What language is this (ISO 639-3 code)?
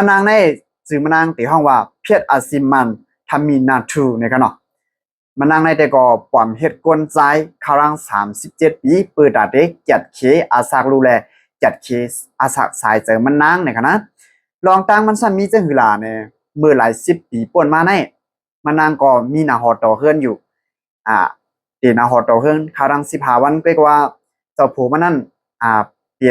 shn